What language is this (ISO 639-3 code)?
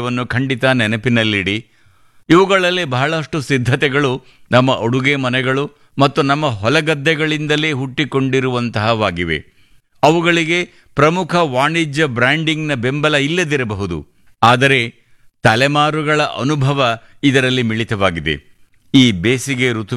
kan